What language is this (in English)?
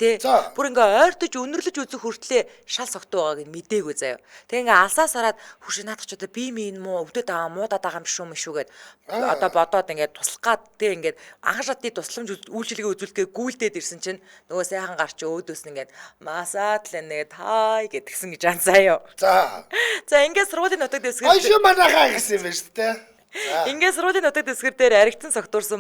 Mongolian